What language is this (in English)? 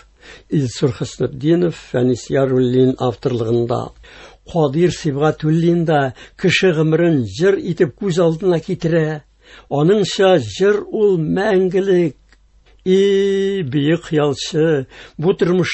Tatar